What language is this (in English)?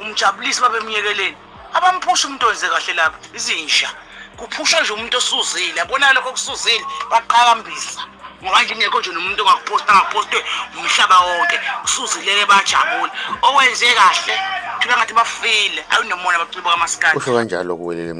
Zulu